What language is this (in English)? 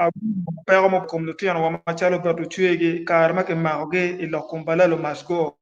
Acoli